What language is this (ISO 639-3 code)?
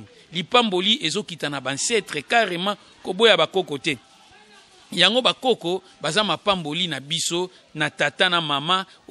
lin